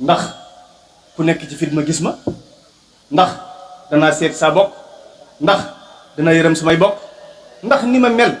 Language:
Wolof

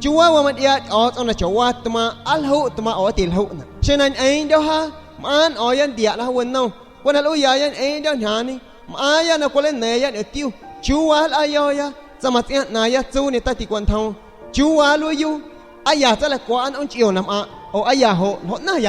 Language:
San Pedro Amuzgos Amuzgo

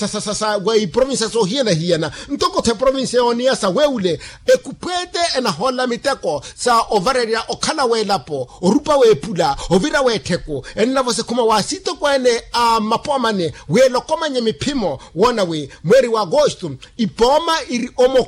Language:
Makhuwa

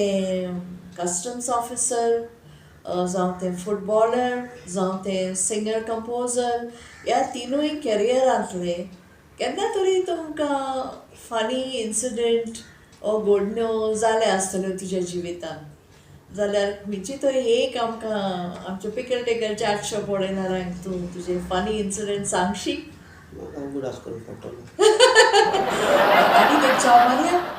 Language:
Konkani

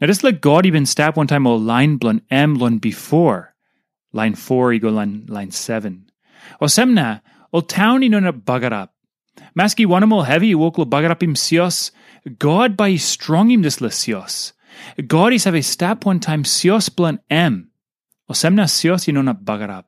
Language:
Tok Pisin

